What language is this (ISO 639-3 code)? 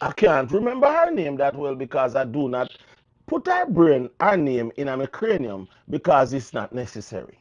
jam